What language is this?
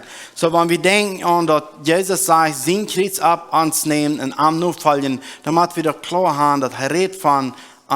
Plautdietsch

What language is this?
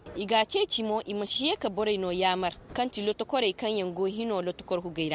Koyraboro Senni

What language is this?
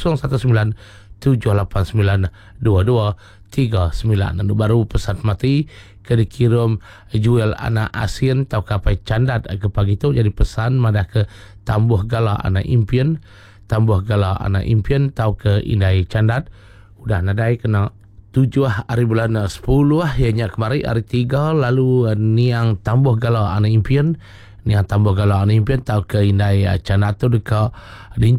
Iban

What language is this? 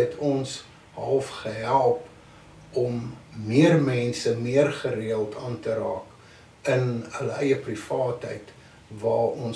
Afrikaans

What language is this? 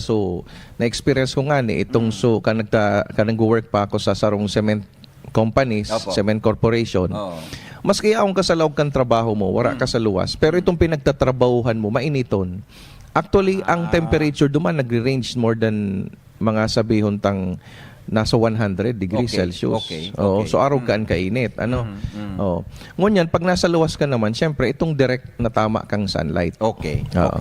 Bikol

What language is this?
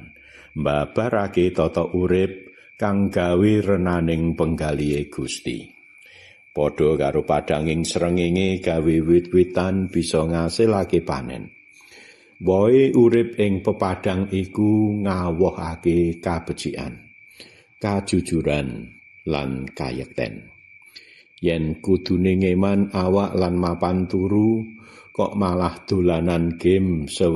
Javanese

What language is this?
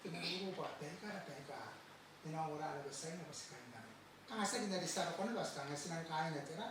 Gilbertese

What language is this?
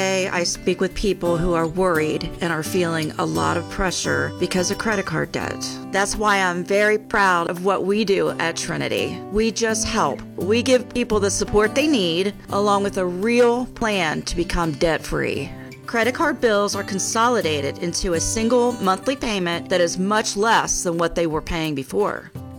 English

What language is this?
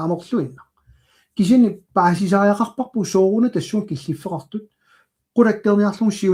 Kalaallisut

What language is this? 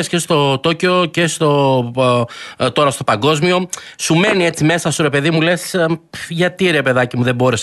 Greek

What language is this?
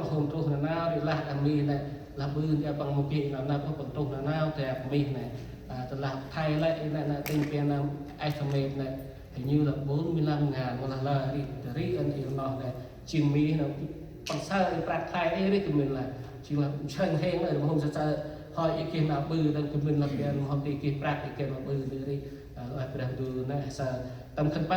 Central Mnong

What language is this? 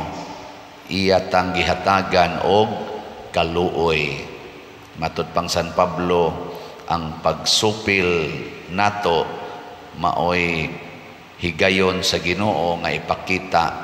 Cebuano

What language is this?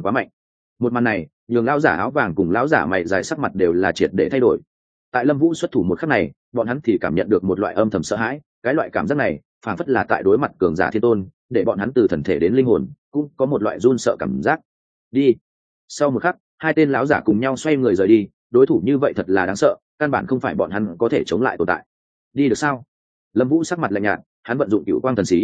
Vietnamese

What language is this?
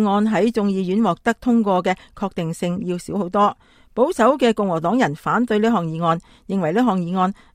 Cantonese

